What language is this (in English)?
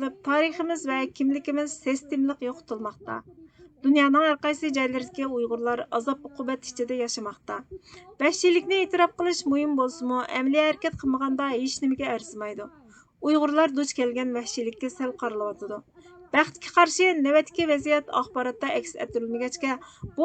Uyghur